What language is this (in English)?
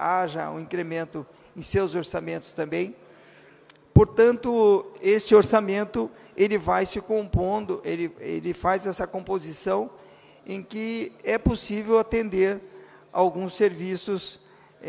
Portuguese